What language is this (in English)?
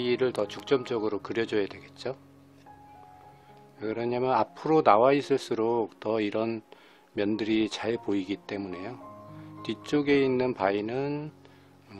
Korean